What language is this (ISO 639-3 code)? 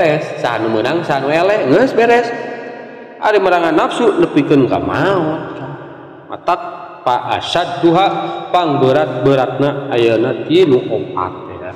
sun